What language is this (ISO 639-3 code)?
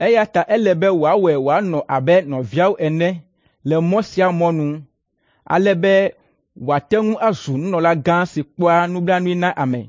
ewe